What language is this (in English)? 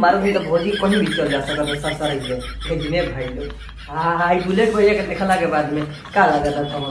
Bhojpuri